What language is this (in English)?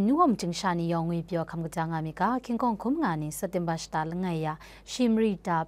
Kachin